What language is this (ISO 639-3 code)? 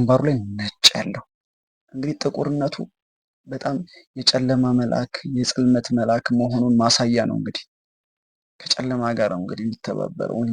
amh